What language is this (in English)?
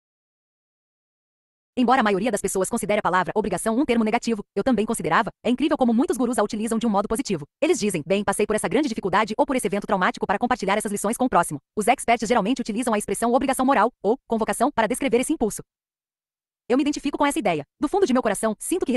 Portuguese